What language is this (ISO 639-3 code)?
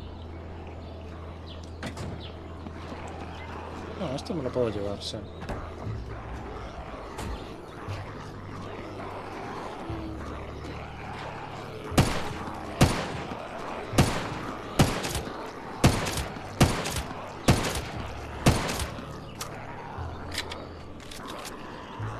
spa